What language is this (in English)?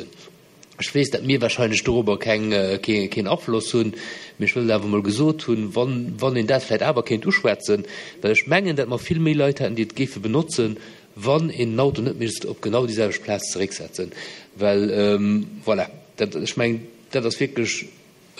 Luxembourgish